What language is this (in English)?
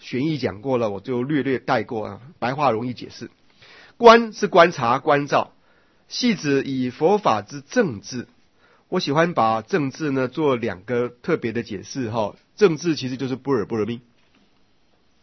Chinese